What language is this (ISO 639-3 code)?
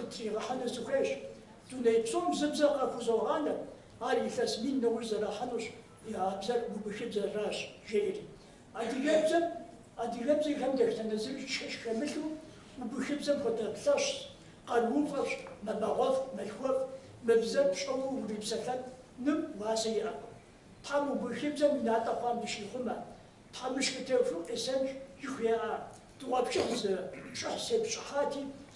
kbd